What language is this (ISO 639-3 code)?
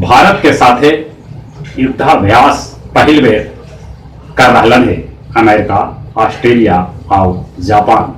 mag